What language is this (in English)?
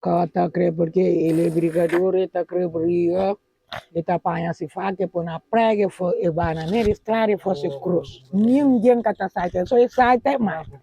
Kabuverdianu